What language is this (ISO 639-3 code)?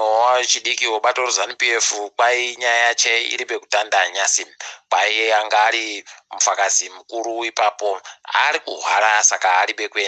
ndc